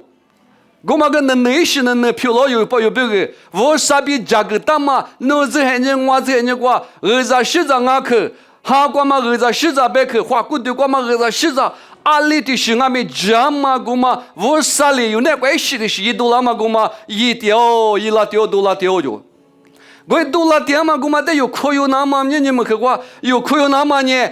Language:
Lisu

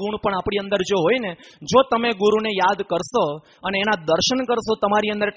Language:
Gujarati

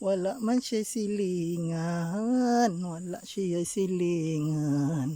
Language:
Cebuano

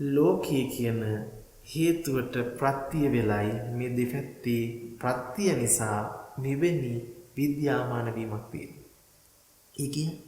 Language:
Sinhala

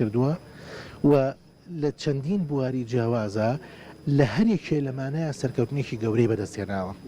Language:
Central Kurdish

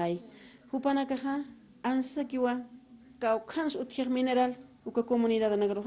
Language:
Aymara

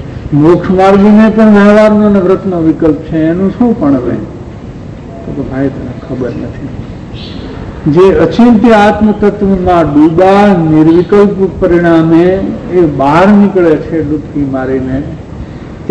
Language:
Gujarati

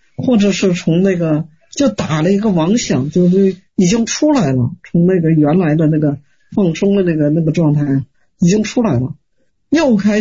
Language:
Chinese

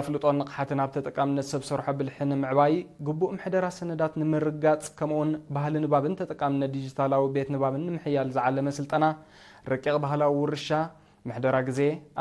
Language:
Tigrinya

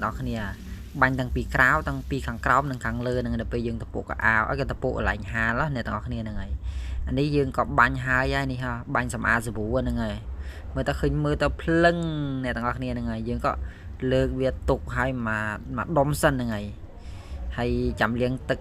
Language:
Khmer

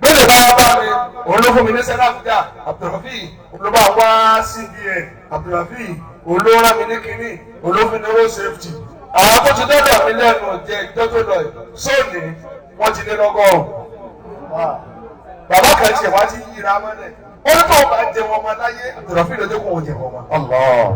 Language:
Yoruba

